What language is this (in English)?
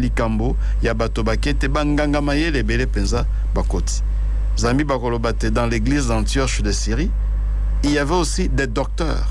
Lingala